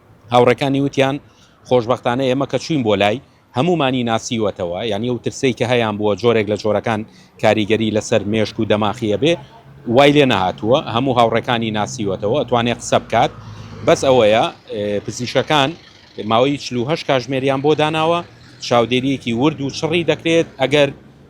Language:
Central Kurdish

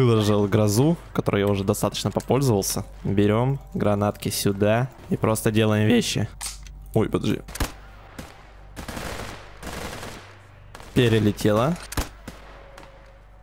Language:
Russian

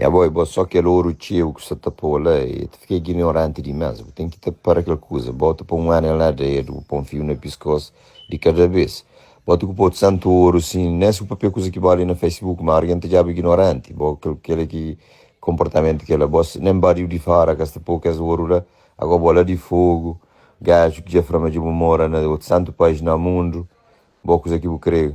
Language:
Kabuverdianu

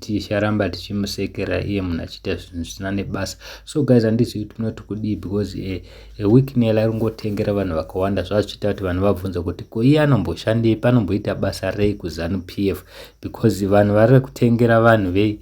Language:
Shona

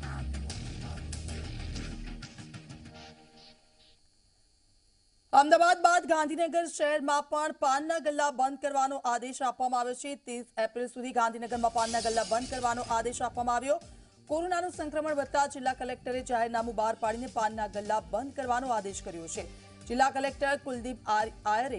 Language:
Gujarati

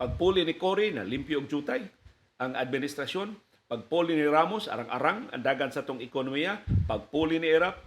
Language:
Cebuano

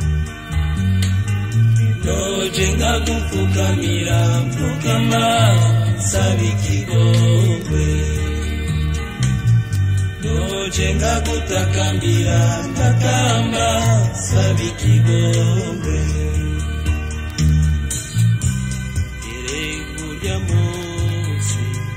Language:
Rundi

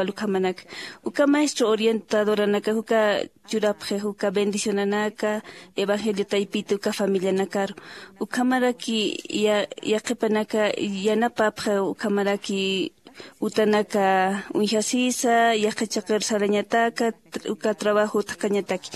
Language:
Aymara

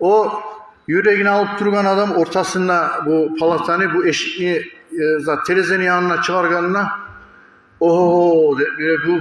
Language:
Kumyk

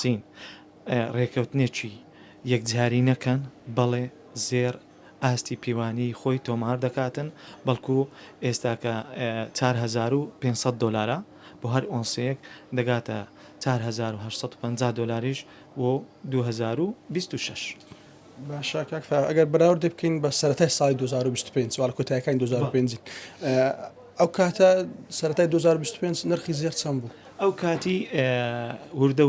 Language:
Central Kurdish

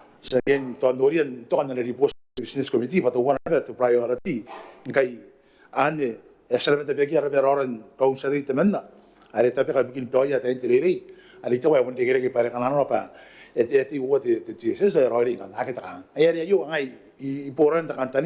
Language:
Gilbertese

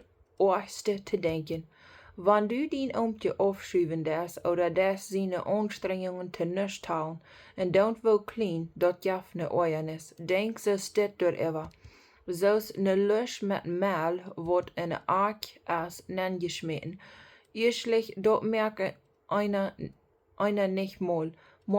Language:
Plautdietsch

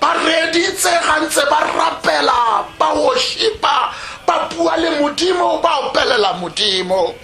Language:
Tswana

